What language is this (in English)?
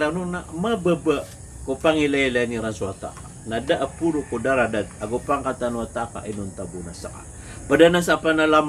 Maranao